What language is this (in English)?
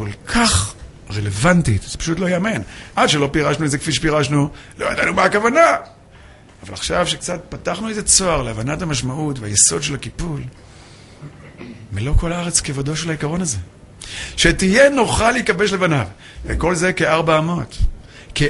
Hebrew